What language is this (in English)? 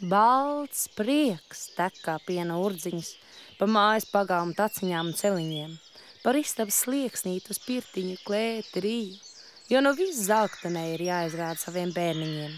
Latvian